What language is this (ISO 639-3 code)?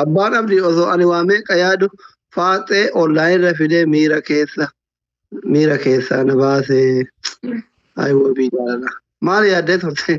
orm